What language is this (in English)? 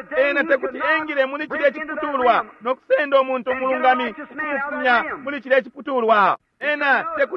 Bemba